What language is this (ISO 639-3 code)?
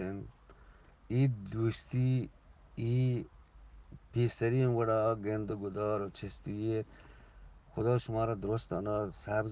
bgp